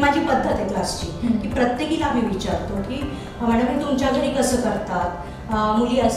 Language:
Marathi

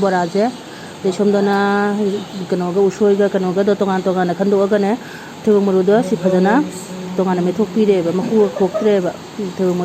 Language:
Manipuri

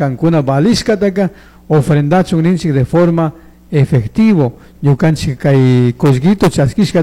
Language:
Chimborazo Highland Quichua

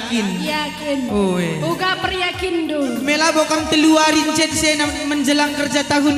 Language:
Batak Karo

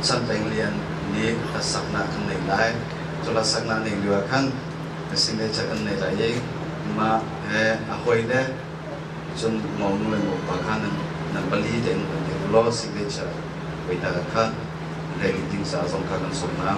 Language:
Hakha Chin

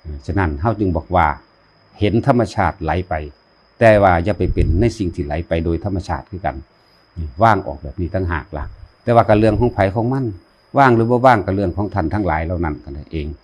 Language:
Lao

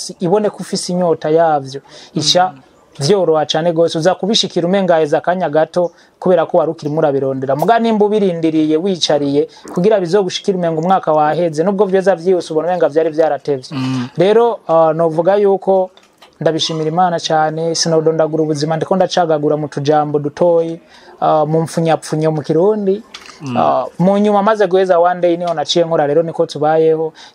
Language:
Rundi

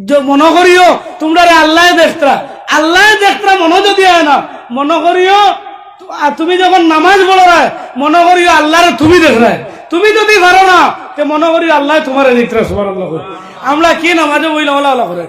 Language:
Sylheti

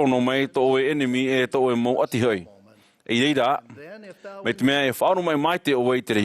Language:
Tahitian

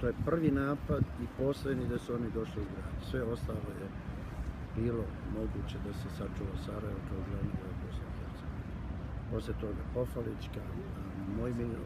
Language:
Bosnian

